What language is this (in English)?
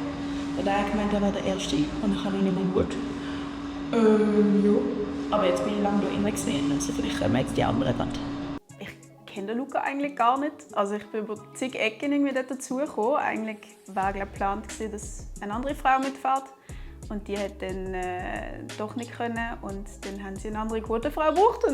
Swiss German